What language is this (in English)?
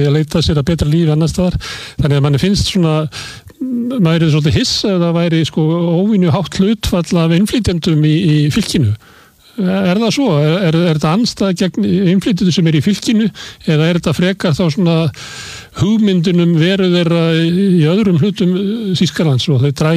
Icelandic